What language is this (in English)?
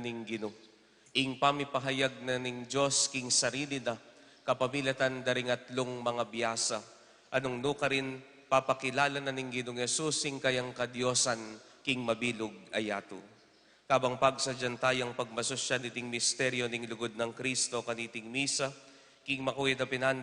Pampanga